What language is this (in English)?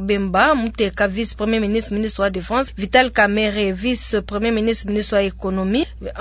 Luba-Lulua